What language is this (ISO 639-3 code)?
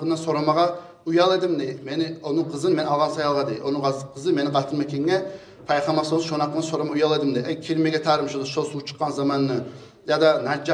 kum